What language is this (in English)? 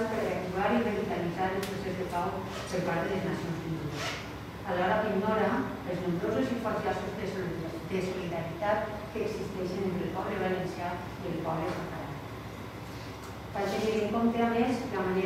Catalan